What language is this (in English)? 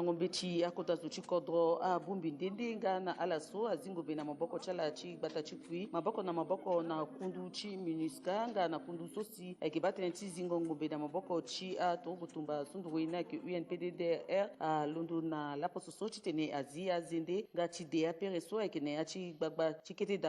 Sango